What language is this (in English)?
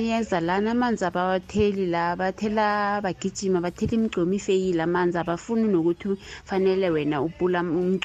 South Ndebele